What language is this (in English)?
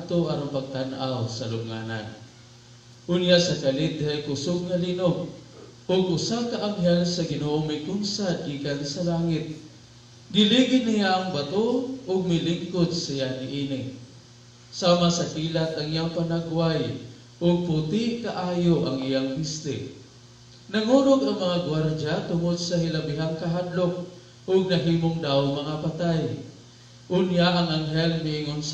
Cebuano